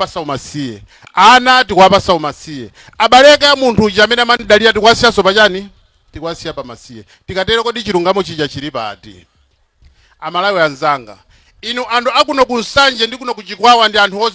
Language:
Nyanja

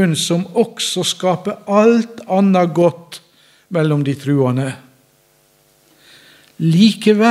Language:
Norwegian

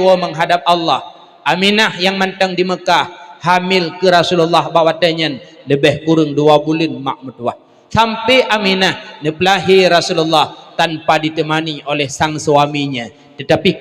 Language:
Achinese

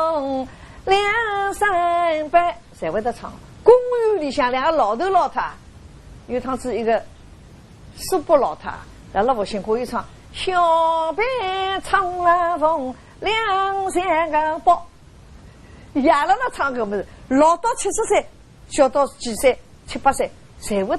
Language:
Wu Chinese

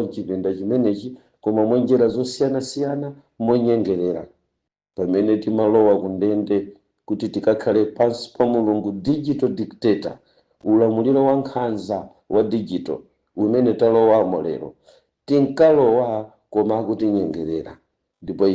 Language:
Nyanja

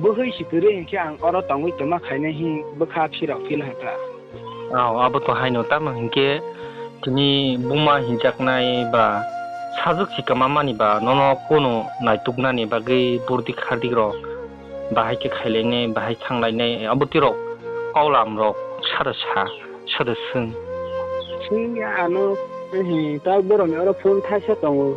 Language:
Kok Borok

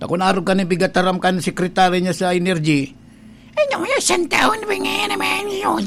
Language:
Bikol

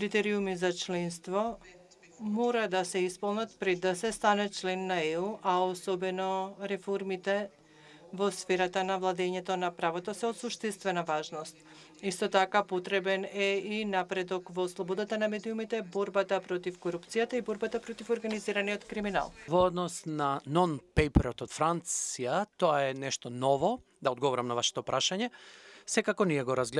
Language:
Macedonian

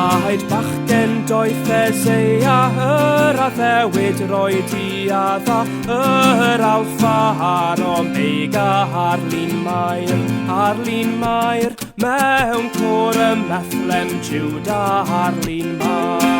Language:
Welsh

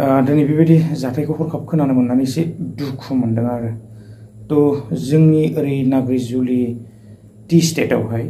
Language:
Bodo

